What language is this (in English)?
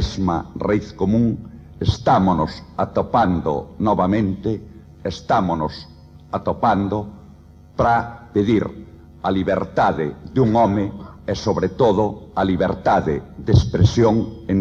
Galician